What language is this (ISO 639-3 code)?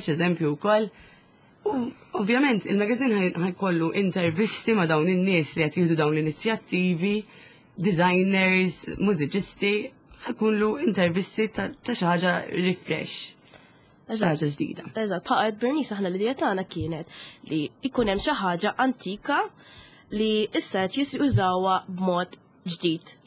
mlt